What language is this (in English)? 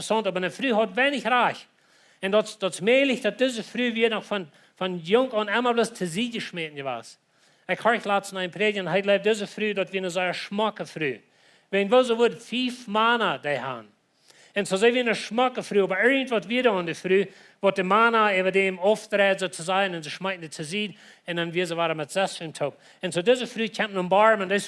Plautdietsch